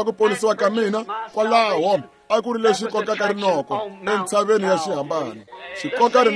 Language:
Tsonga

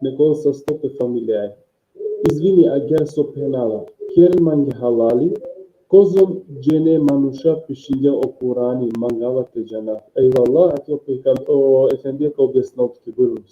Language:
Balkan Romani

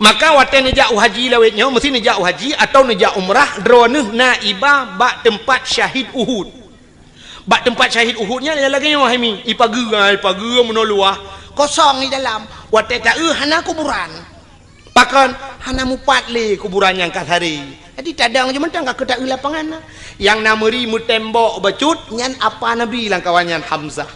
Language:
Achinese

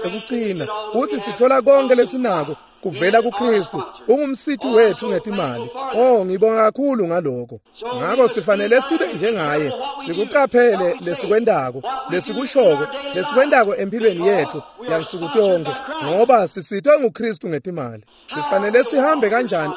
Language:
Swati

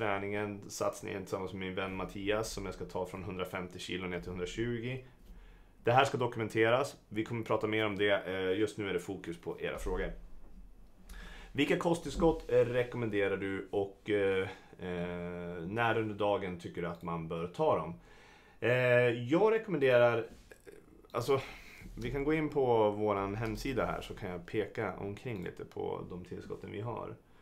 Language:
Swedish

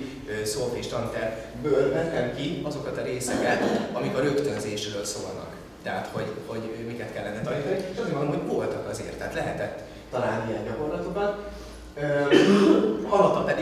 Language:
Hungarian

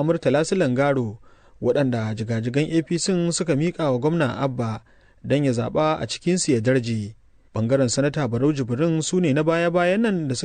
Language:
Hausa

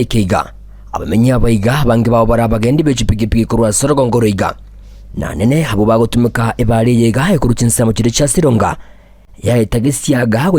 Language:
Gusii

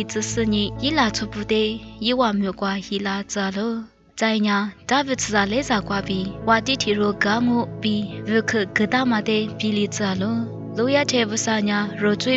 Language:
Lisu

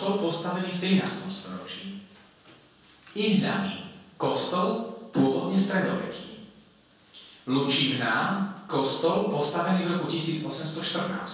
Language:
Slovak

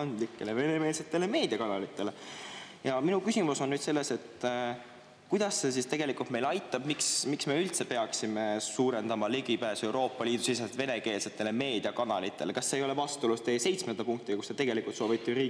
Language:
Estonian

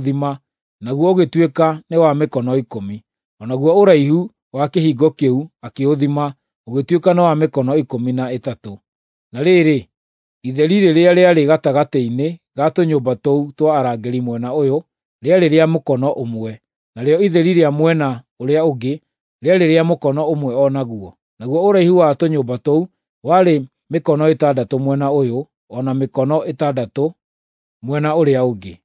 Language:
Kikuyu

